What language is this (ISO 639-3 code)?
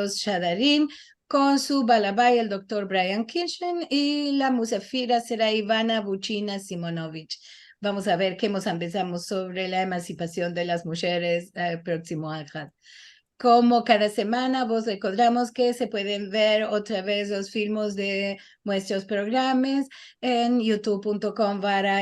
lad